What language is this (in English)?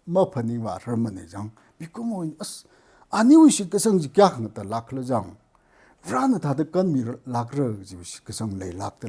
Tangkhul Naga (India)